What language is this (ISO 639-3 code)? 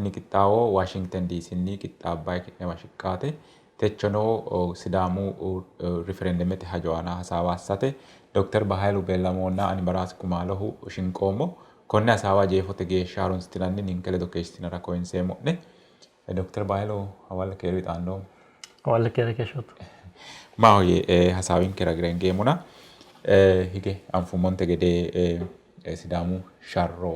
sid